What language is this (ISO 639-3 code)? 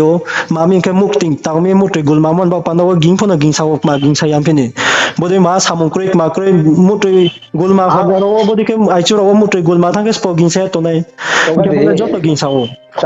ria